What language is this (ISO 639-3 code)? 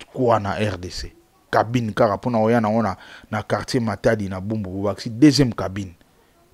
lin